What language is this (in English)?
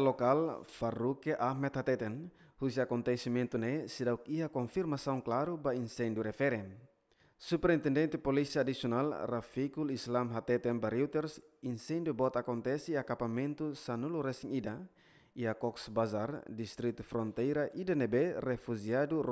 Tetum